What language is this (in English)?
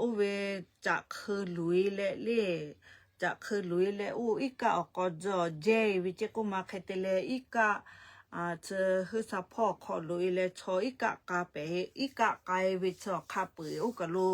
Lahu